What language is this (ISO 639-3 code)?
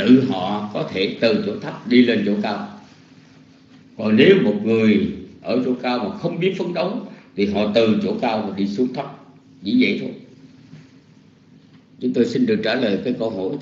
vie